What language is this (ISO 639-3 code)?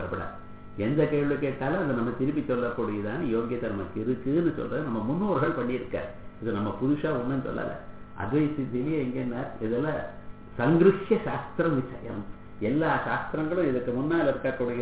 tam